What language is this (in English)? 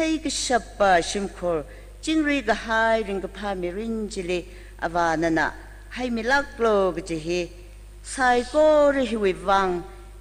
Tangkhul Naga (India)